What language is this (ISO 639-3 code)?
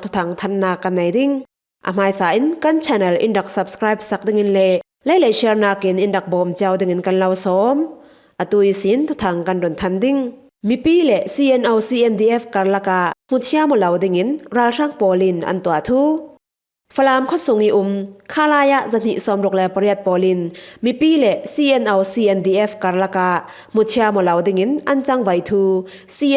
cfm